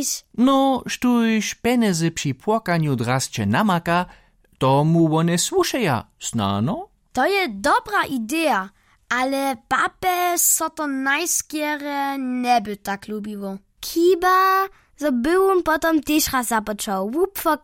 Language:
Upper Sorbian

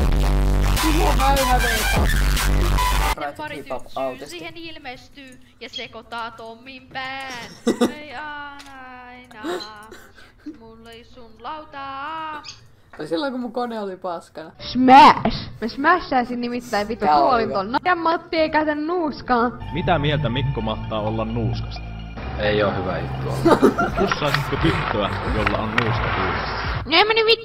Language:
Finnish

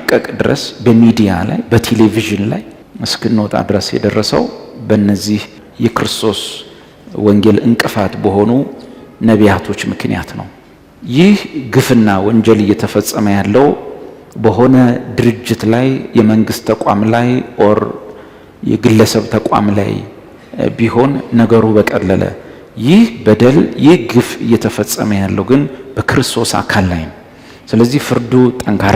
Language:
Amharic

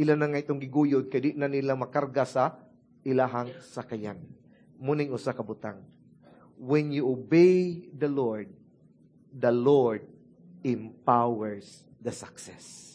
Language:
Cebuano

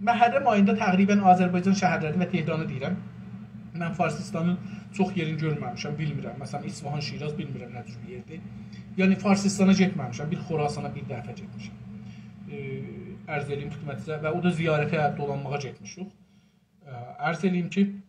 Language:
South Azerbaijani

